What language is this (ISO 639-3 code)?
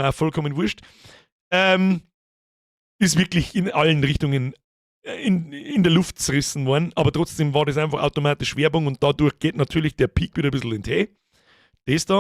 bar